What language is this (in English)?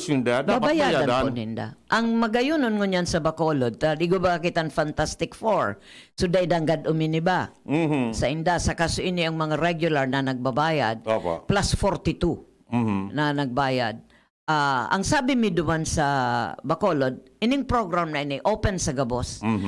Bikol